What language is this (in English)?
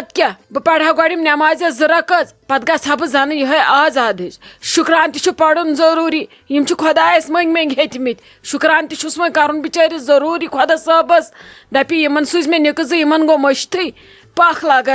Kashmiri